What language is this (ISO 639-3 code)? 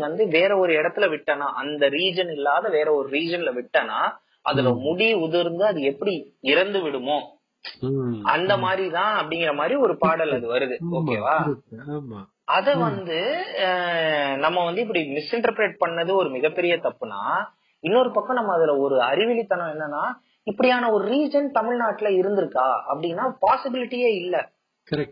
tam